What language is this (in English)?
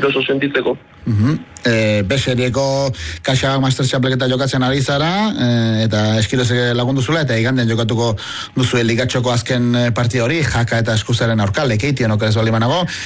Basque